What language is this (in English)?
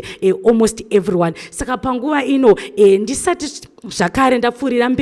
Shona